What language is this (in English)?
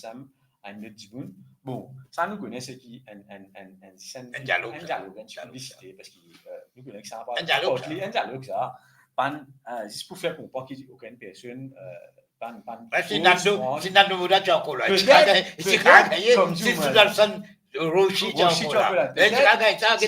Morisyen